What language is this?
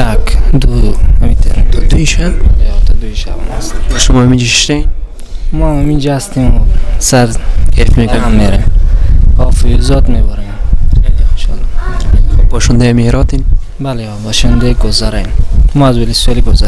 Persian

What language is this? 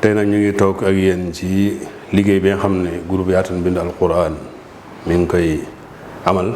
Wolof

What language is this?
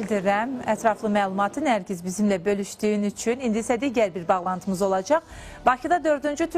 Azerbaijani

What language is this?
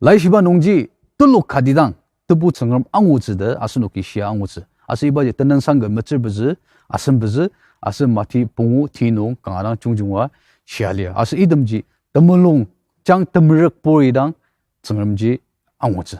Ao Naga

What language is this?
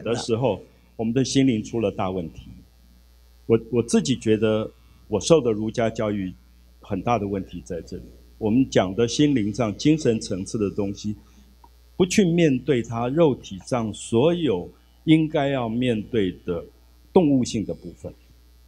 Chinese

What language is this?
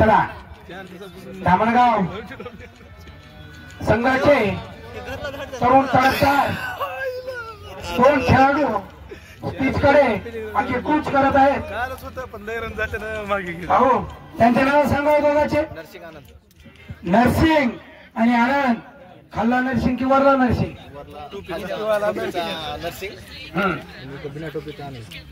Marathi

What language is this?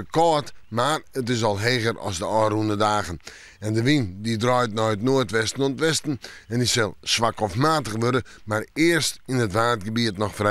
Western Frisian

